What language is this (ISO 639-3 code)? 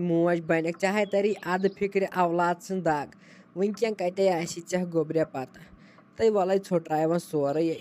kas